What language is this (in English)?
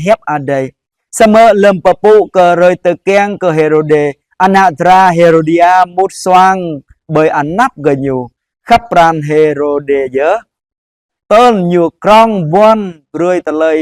Jarai